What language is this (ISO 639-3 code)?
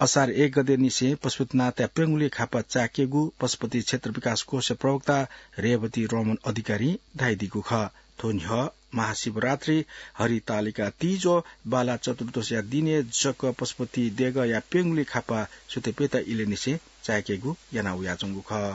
new